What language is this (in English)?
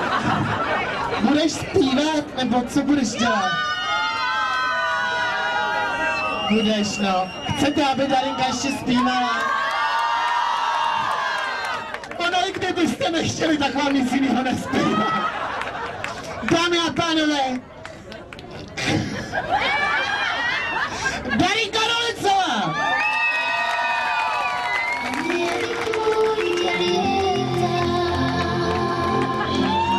Czech